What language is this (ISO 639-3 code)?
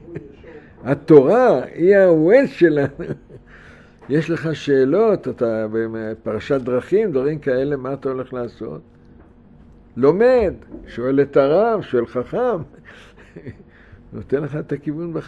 heb